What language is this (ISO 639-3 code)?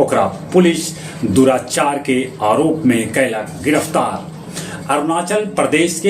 mag